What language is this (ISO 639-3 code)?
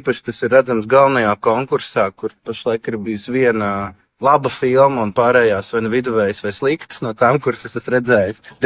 lav